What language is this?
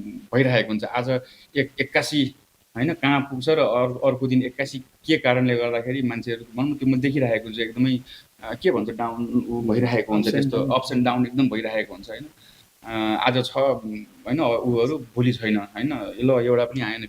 Nepali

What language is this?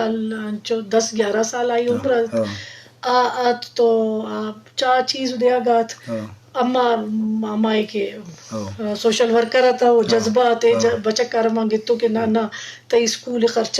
Eastern Balochi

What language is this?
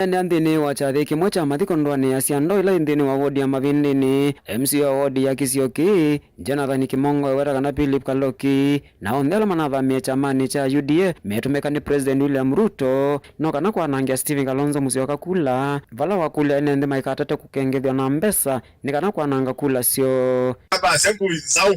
Kamba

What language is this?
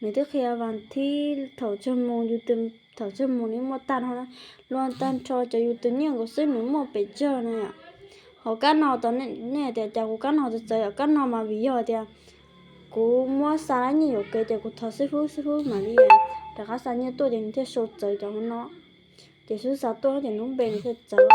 Hmong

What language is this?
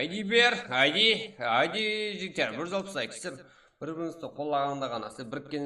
Kara-Kalpak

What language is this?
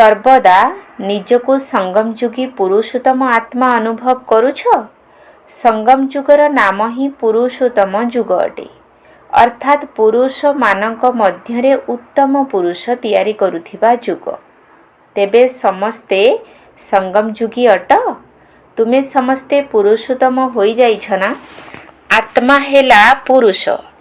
Odia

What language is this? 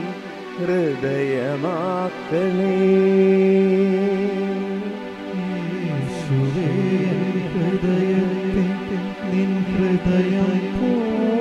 Malayalam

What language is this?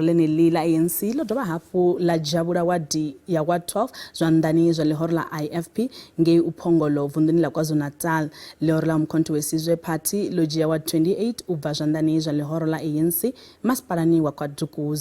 Venda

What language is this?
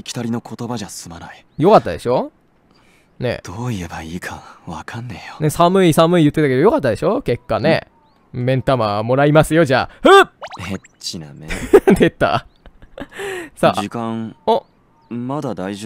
Japanese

